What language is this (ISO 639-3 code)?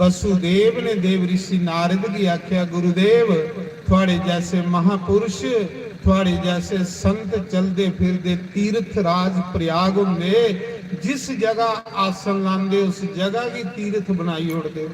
doi